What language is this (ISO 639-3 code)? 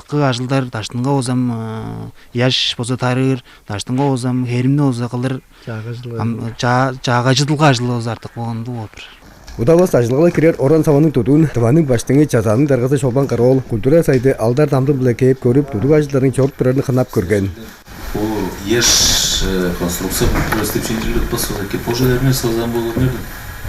tyv